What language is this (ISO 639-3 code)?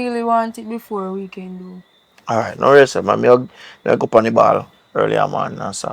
jam